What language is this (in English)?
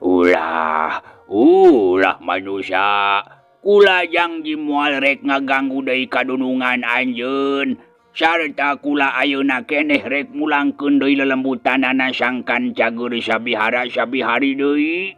Sundanese